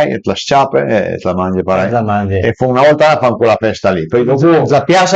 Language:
Piedmontese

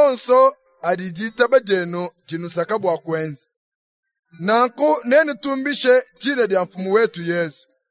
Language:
Luba-Lulua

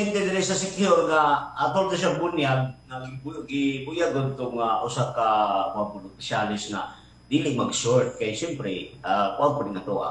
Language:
Cebuano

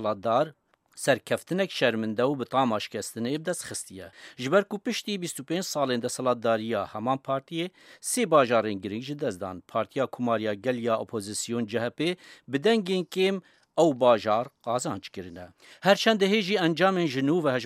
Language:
Kurdish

